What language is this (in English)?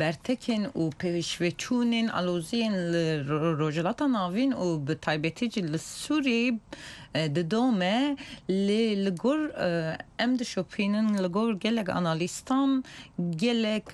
Kurdish